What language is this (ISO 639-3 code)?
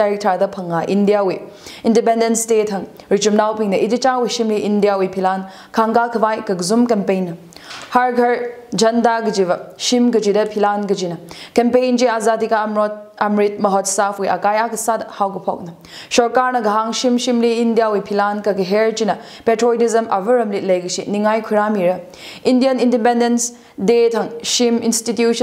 nmf